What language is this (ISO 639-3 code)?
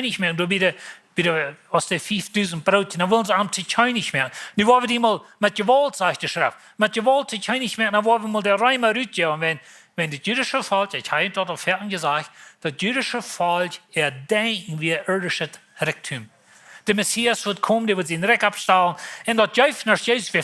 pdt